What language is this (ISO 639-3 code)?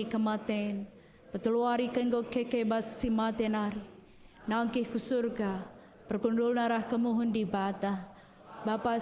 btx